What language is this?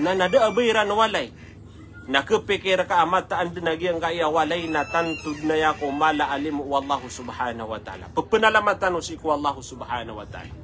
Maranao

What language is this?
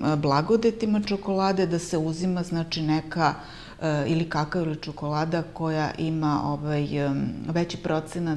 Serbian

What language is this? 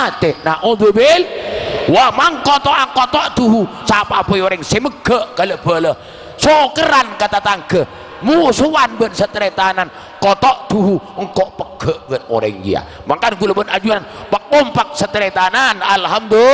Madurese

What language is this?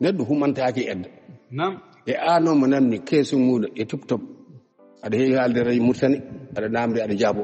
Fula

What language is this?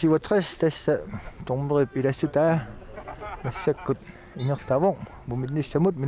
Kalaallisut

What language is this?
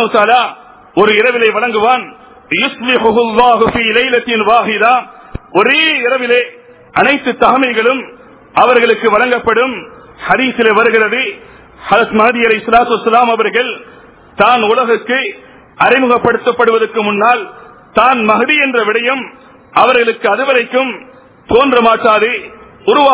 Tamil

